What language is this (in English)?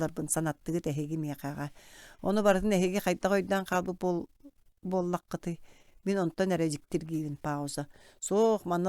Yakut